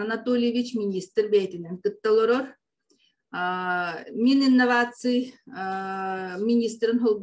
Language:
Yakut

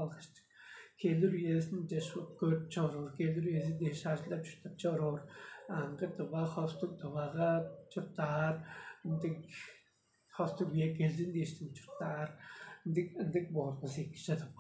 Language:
Tuvinian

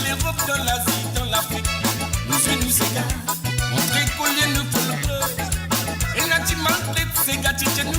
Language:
Morisyen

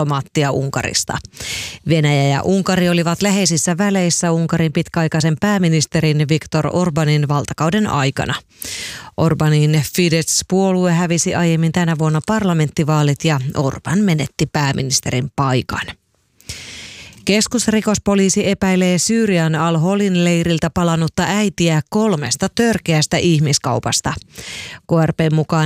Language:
Finnish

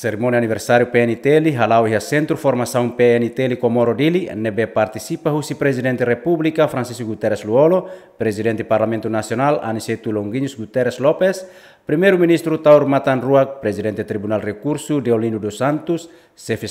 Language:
Tetum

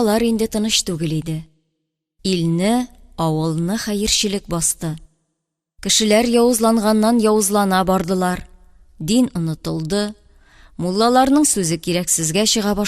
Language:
Tatar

